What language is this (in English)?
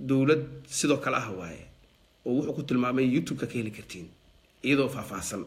Somali